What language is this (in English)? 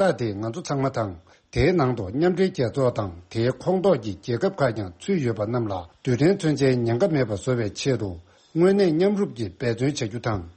Tibetan